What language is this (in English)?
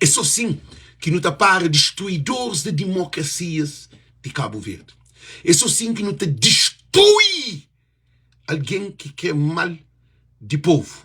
Kabuverdianu